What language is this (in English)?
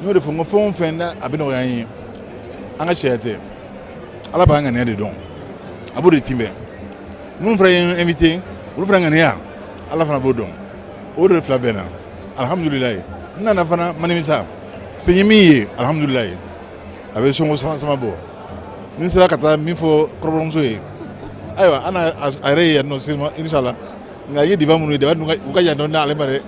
Bambara